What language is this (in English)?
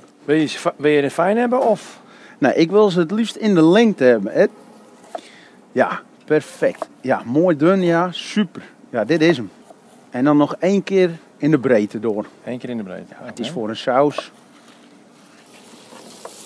Dutch